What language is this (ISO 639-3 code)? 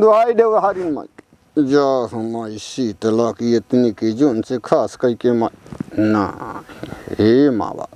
awa